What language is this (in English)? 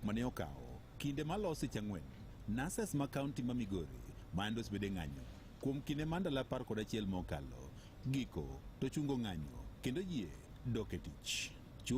Luo (Kenya and Tanzania)